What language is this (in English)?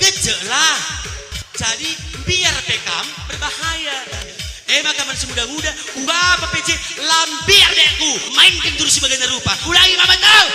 Batak Karo